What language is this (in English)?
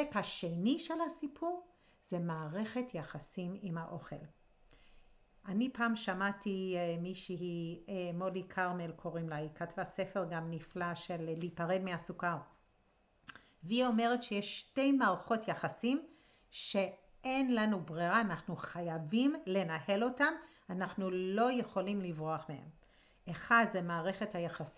Hebrew